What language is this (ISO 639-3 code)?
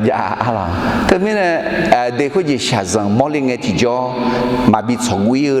ahk